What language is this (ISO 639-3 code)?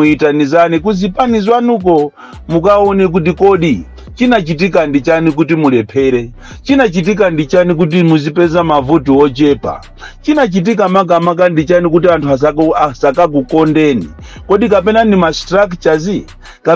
nya